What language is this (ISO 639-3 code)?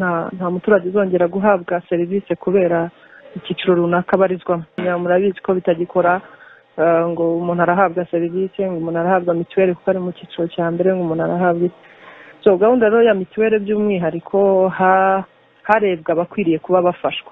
kin